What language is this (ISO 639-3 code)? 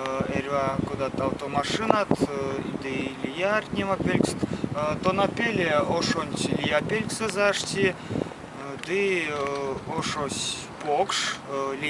myv